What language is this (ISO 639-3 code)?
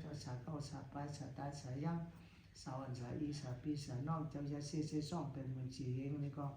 shn